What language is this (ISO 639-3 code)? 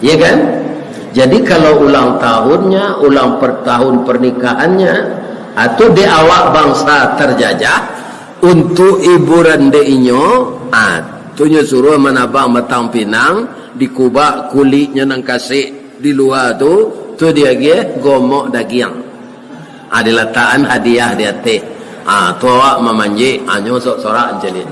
min